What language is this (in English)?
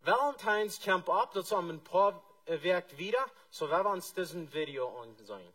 Plautdietsch